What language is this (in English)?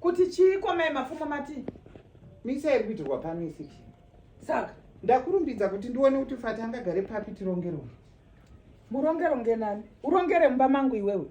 Shona